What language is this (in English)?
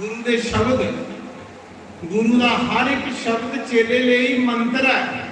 Dogri